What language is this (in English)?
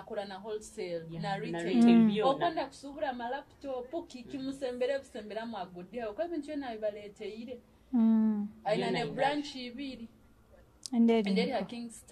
Nyoro